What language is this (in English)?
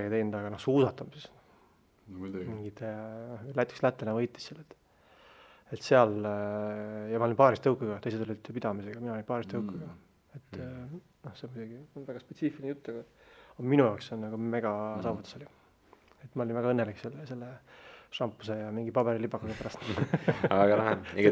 Estonian